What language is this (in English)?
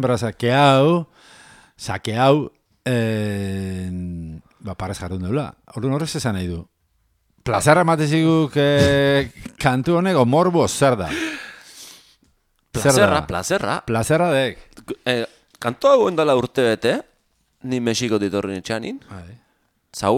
Basque